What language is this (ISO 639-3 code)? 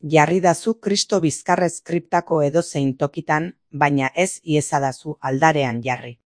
eus